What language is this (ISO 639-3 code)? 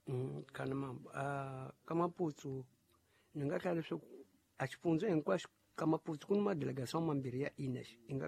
tso